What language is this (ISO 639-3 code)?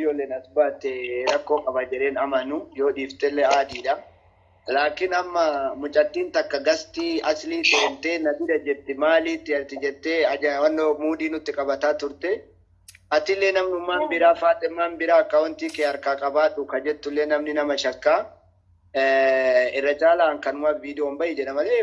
orm